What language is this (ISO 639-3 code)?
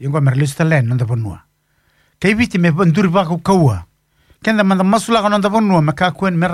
fij